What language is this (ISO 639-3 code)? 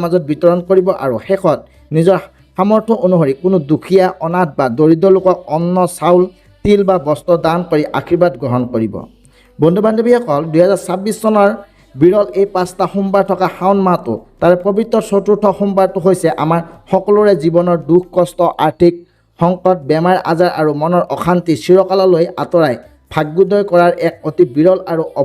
asm